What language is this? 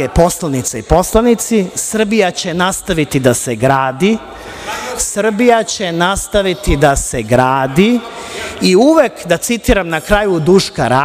Serbian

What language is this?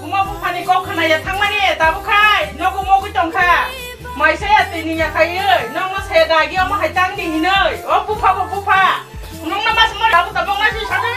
Kok Borok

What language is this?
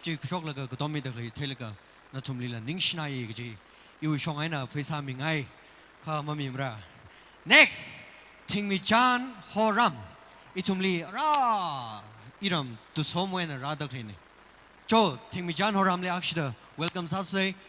Tangkhul Naga (India)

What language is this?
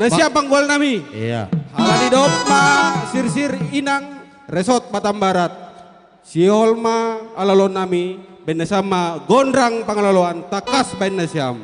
Batak Simalungun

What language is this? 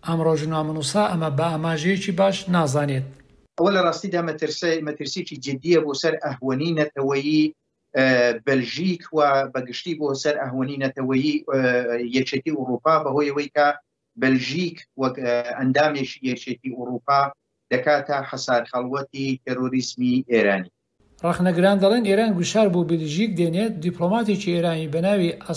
Central Kurdish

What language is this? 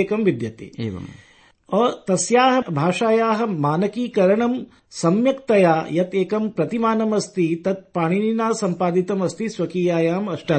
Sanskrit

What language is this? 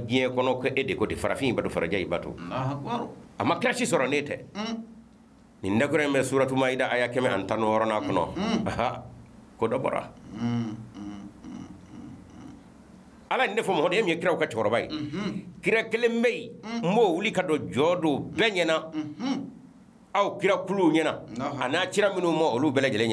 Bambara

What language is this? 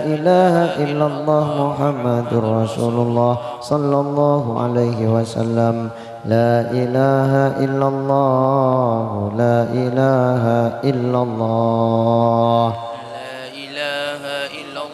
Madurese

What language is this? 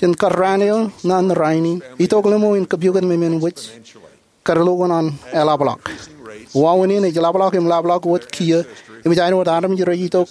Marshallese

